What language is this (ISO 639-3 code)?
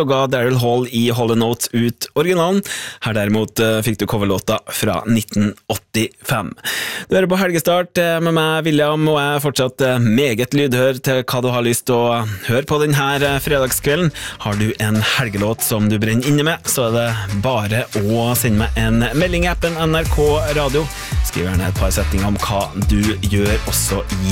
nor